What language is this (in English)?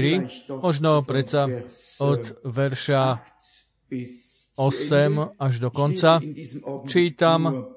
Slovak